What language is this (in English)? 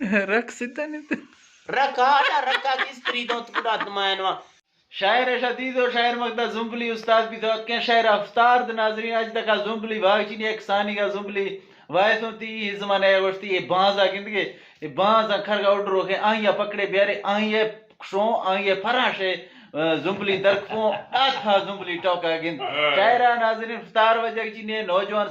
Eastern Balochi